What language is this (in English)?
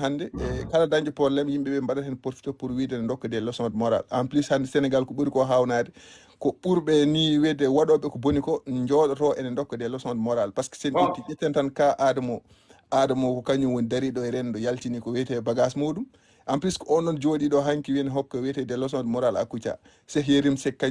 Fula